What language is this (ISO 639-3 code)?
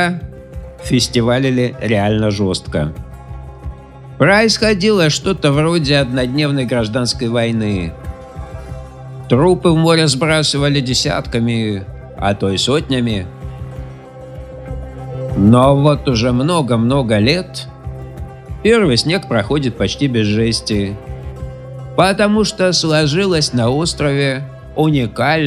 rus